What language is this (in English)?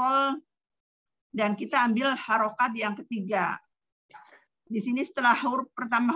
Indonesian